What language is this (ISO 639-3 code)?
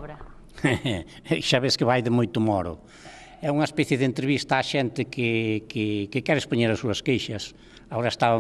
glg